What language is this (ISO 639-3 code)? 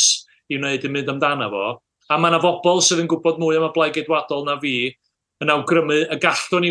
cym